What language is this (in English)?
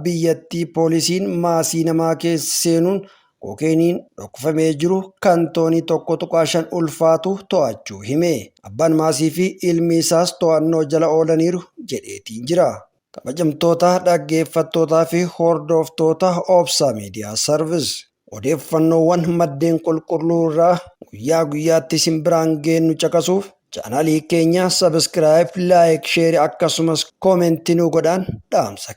Oromo